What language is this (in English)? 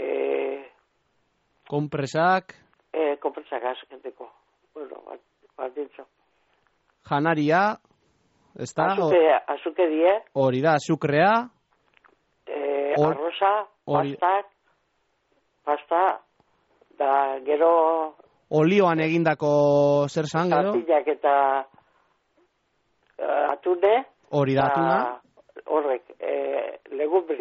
Basque